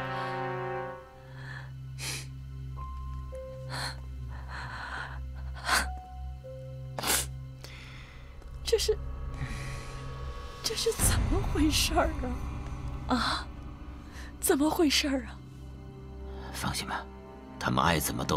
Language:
Chinese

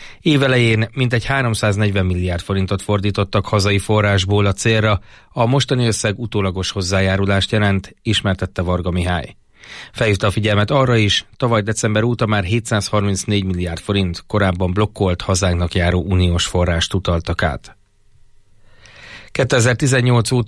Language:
Hungarian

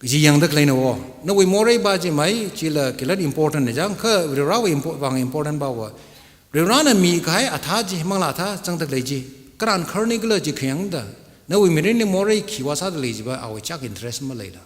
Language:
Tangkhul Naga (India)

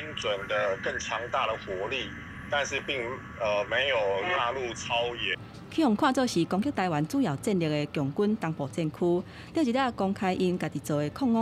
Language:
Min Nan Chinese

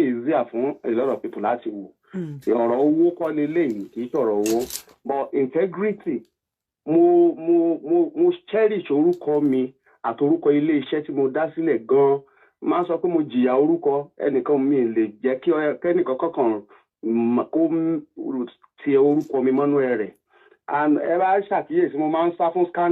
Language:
Yoruba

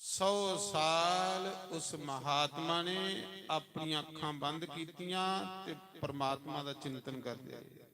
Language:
Dogri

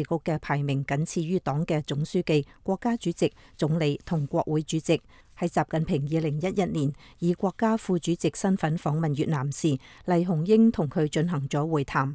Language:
Cantonese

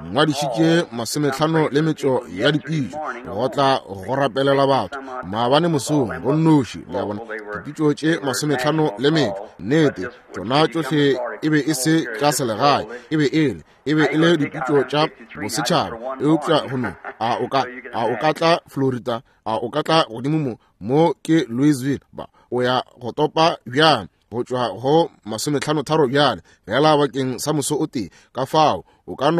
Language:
Northern Sotho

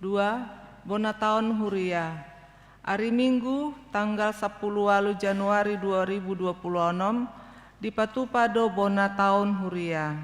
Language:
Batak Toba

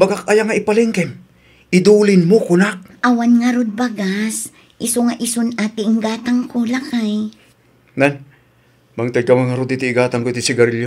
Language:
Iloko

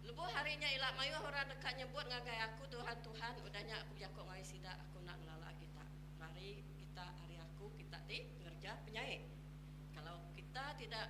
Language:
Iban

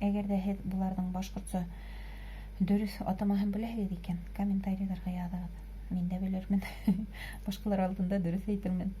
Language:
Bashkir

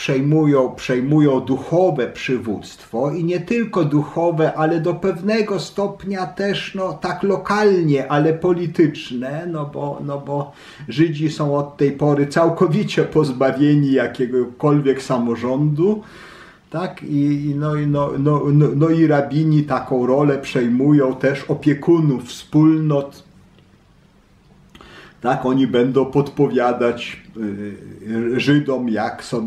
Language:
Polish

